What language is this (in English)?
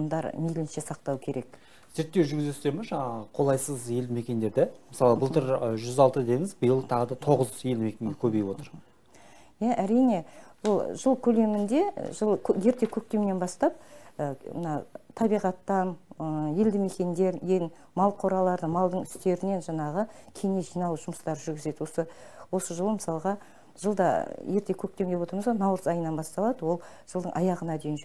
Kazakh